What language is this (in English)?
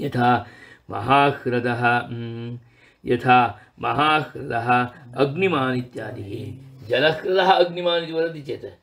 Sanskrit